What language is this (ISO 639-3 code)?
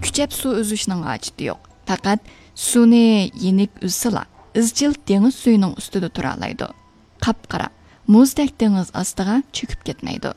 uig